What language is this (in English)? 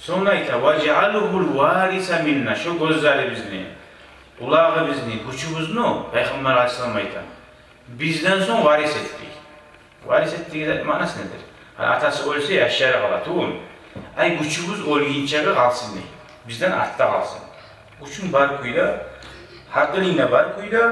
Kumyk